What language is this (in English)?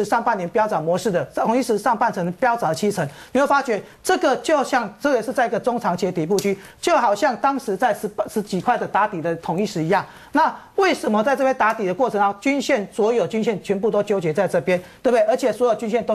Chinese